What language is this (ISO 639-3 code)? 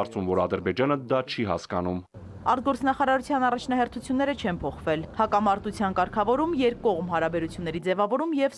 hye